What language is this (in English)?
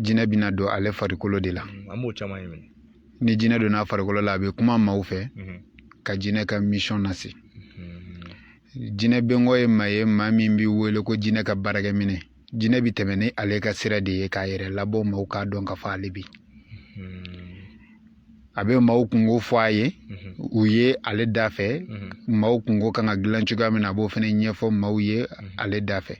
Bambara